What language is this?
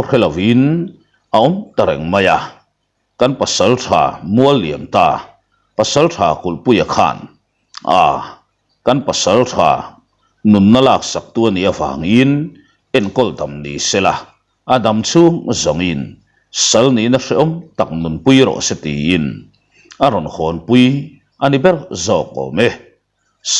Mizo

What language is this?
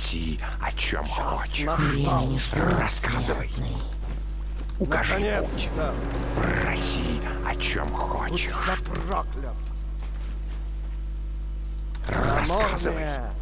Russian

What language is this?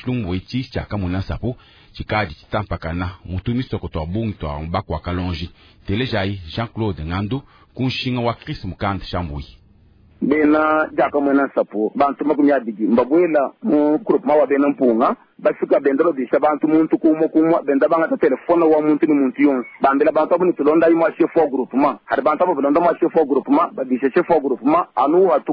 Luba-Lulua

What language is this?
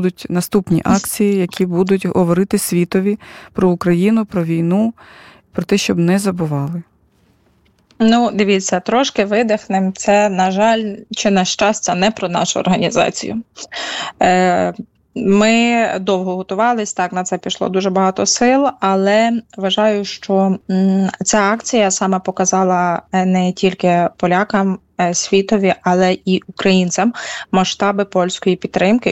Ukrainian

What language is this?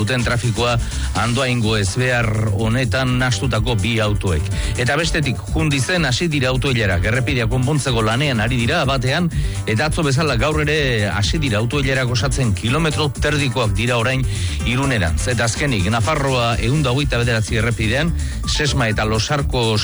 Basque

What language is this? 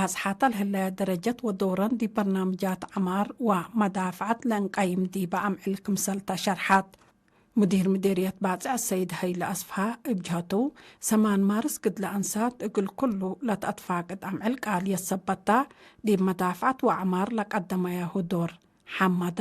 Tigre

